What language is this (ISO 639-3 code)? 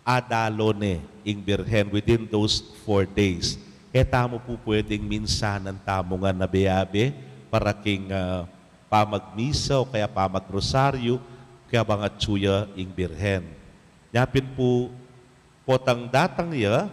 pam